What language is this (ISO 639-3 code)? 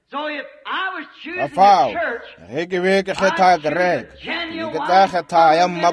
nso